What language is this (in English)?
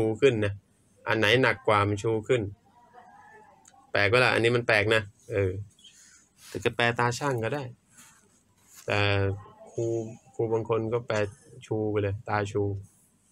Thai